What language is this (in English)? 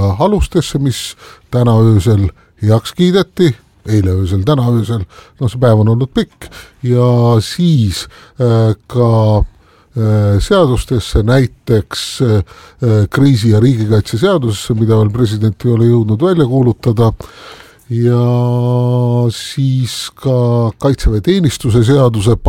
Estonian